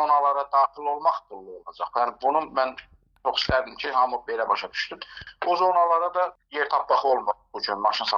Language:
Azerbaijani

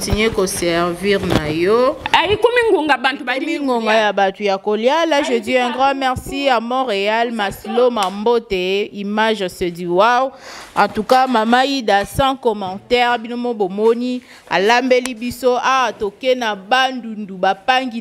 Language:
Lingala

